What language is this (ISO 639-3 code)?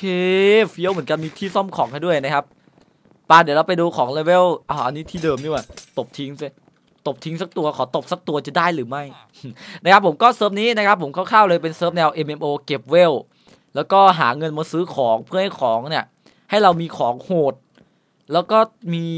tha